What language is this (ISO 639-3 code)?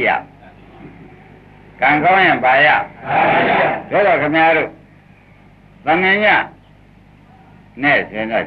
mya